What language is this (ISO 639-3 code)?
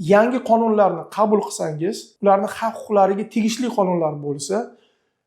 uzb